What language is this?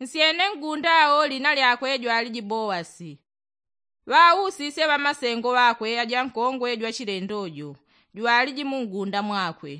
Yao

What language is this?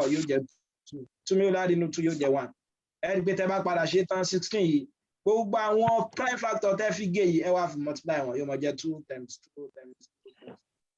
Yoruba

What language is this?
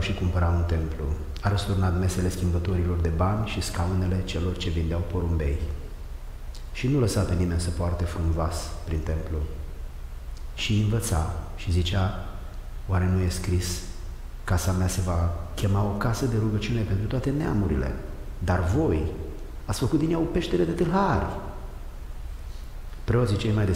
Romanian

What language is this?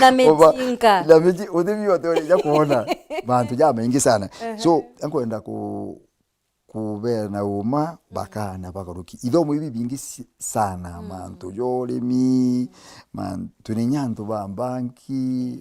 Meru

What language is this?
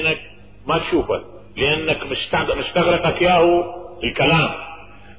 Mesopotamian Arabic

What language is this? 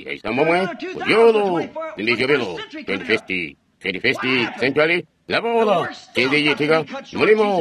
Tonga (Zambia)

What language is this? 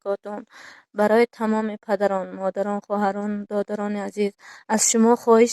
Tajik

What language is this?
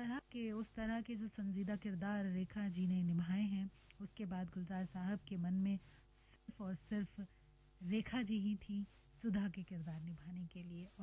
Hindi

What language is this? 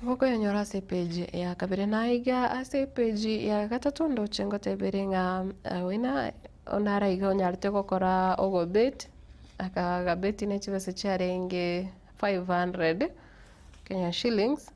Gusii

